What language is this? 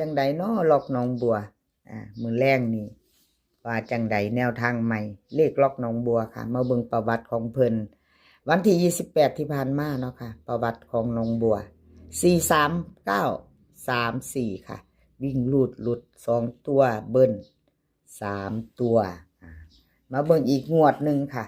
Northeastern Thai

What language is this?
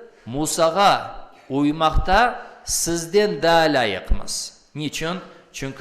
Crimean Tatar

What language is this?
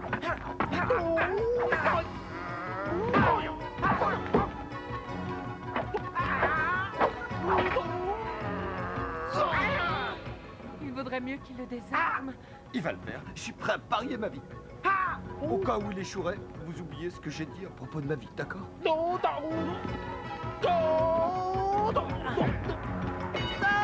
French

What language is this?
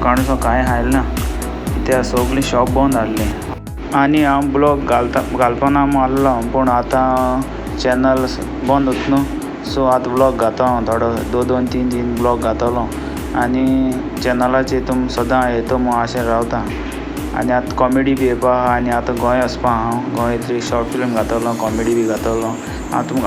Konkani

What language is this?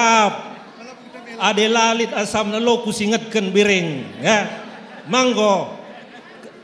Batak Karo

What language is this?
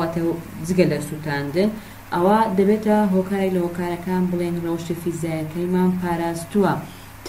Central Kurdish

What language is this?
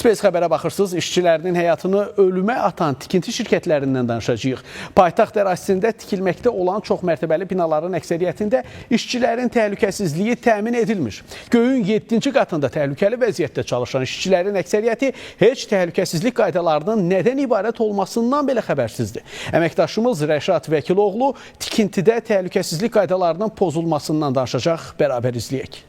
Azerbaijani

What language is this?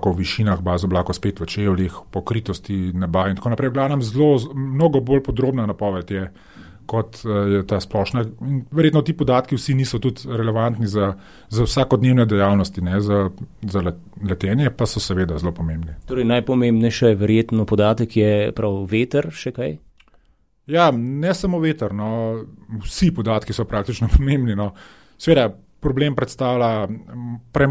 Slovenian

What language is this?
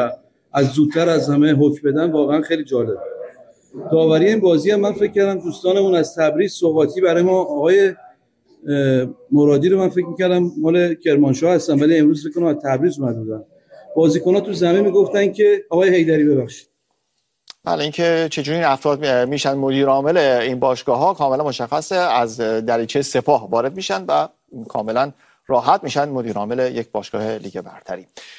Persian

